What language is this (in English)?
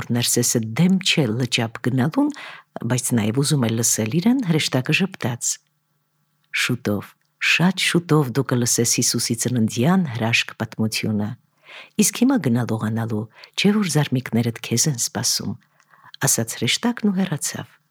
Armenian